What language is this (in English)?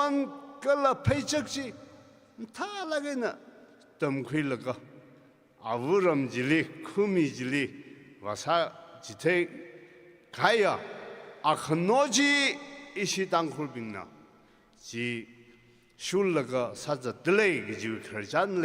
Tangkhul Naga (India)